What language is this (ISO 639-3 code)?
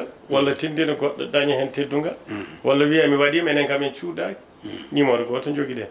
ful